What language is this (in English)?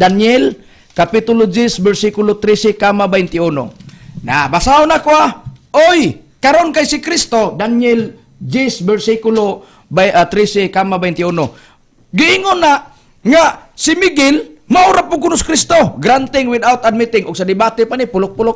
Cebuano